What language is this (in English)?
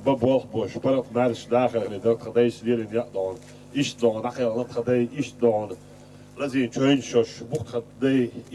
Chechen